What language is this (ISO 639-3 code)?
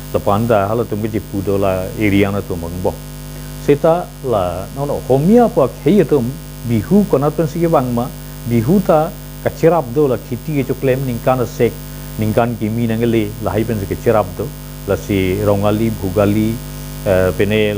mjw